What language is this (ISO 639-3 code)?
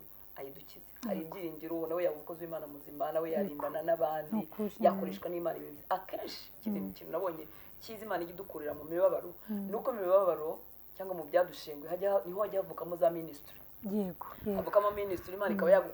kin